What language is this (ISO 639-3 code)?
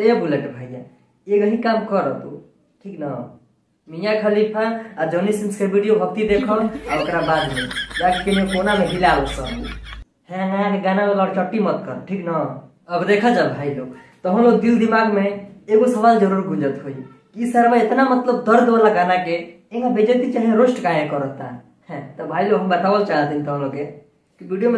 bho